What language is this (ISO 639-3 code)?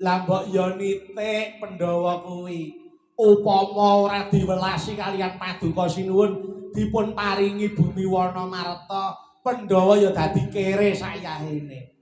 jav